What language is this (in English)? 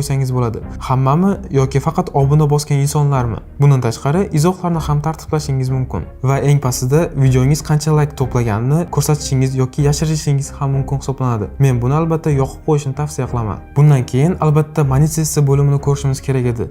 Uzbek